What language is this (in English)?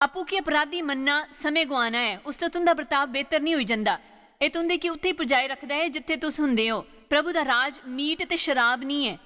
Dogri